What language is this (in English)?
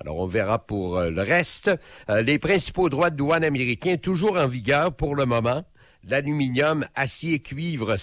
French